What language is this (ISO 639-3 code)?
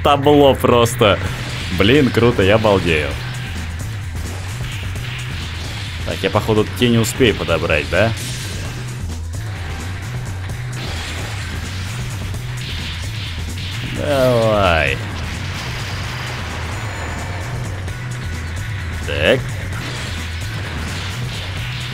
rus